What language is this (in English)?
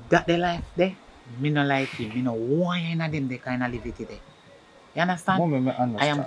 Jamaican Creole English